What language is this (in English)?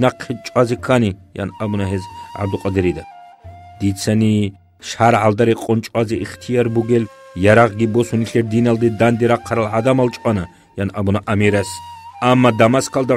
Avaric